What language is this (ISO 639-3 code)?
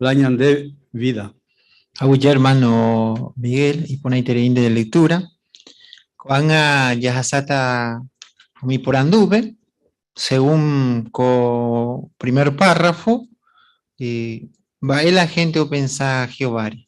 grn